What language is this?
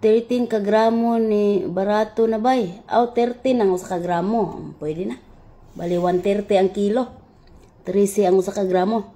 Cebuano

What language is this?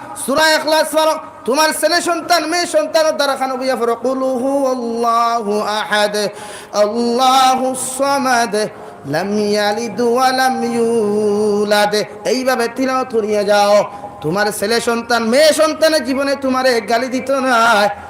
Sylheti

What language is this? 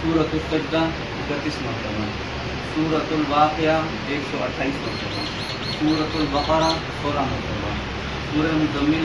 Pahari-Potwari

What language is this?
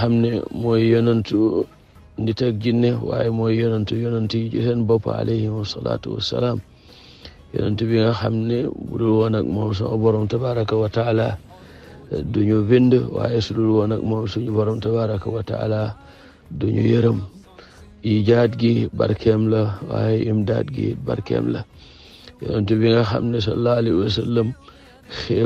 Wolof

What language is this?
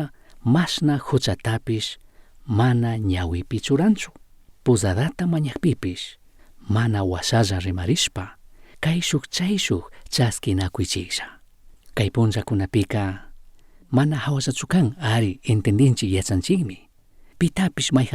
Chimborazo Highland Quichua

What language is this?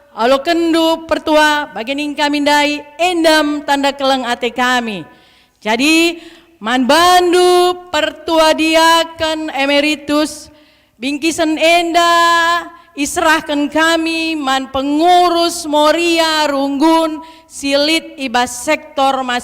Batak Karo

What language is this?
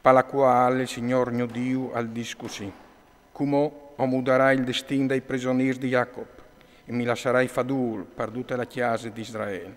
Friulian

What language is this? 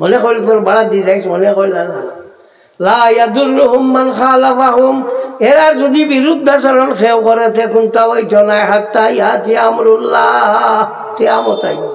Sylheti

